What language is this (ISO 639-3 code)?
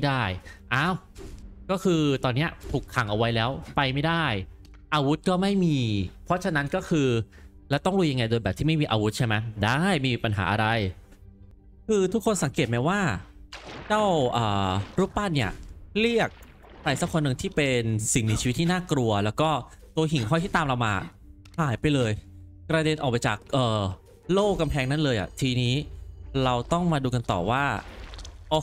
tha